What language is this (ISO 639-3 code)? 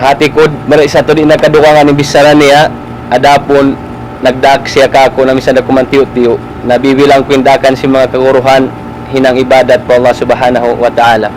tsg